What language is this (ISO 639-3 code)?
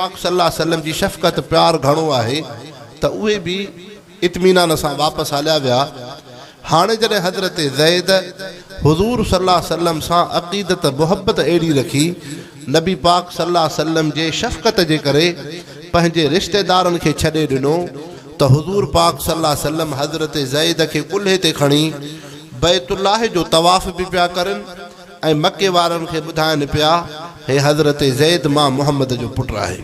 snd